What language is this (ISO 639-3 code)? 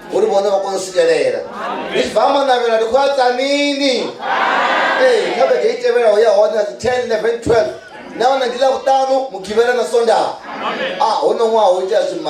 ven